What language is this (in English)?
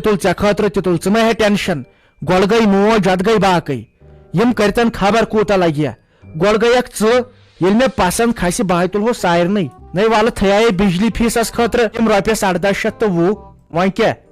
Kashmiri